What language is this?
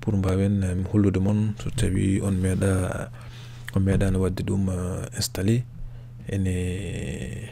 Fula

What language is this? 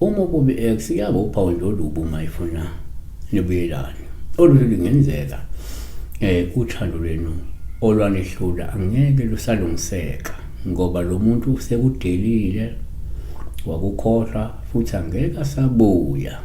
Zulu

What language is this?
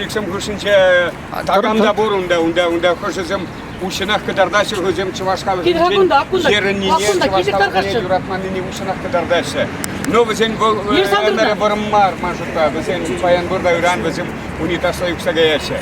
Chuvash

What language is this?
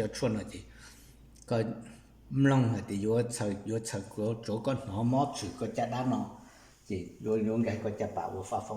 Hmong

